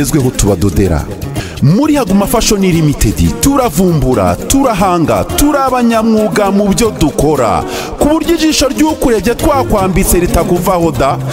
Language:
Kinyarwanda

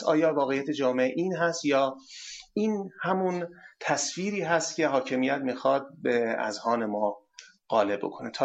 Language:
Persian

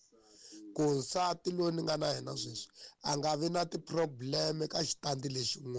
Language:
Tsonga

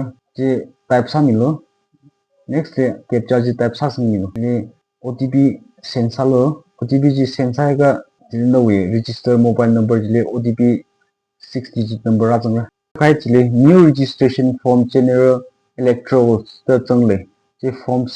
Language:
Tangkhul Naga (India)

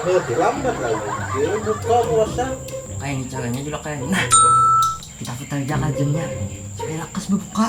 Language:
Banjar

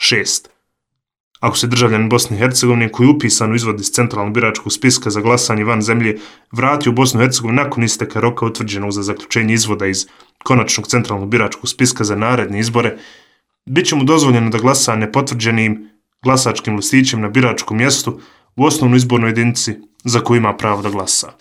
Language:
Bosnian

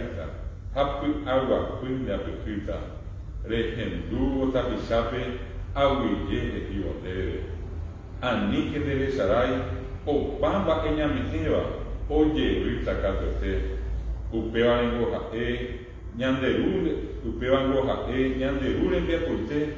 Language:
Guarani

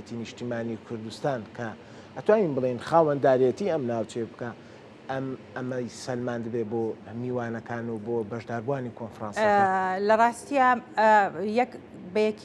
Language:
Central Kurdish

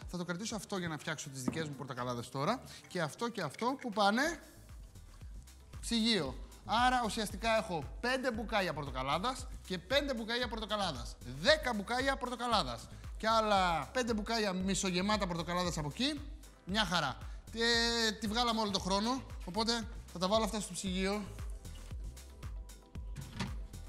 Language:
Greek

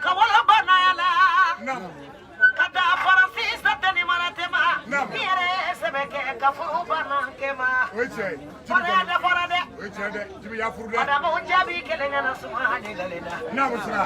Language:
Bambara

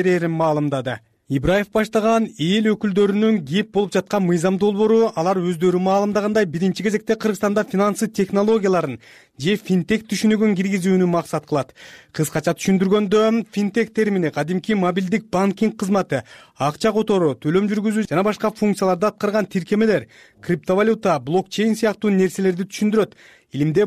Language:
Kyrgyz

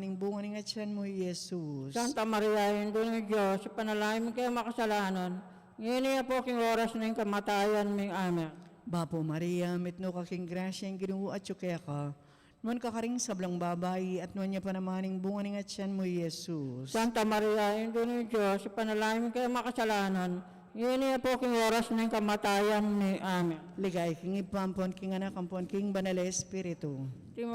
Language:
Pampanga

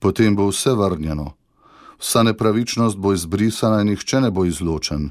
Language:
Slovenian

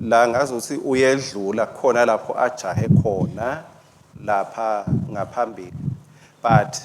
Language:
Swati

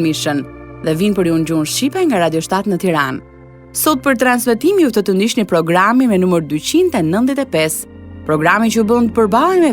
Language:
Albanian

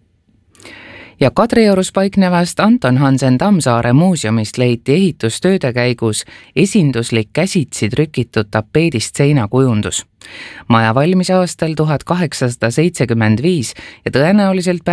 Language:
Estonian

